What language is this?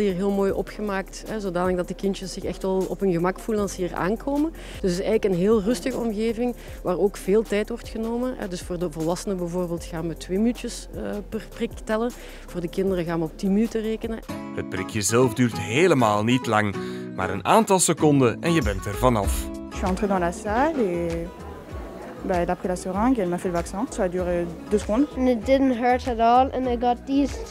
Dutch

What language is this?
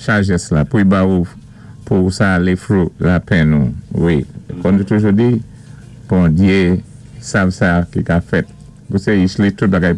Saint Lucian Creole French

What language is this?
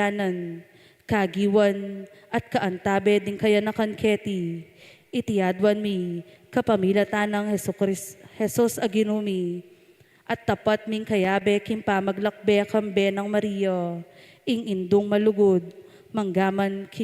Pampanga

